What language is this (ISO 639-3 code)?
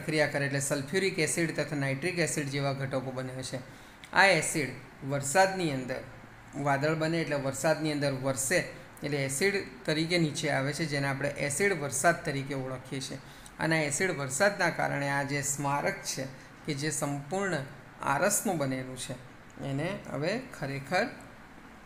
guj